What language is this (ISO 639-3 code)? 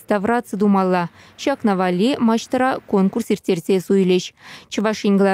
chv